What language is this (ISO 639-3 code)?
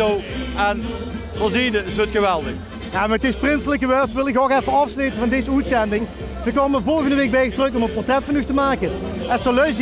lim